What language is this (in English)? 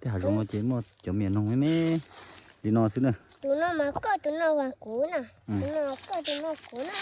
Hmong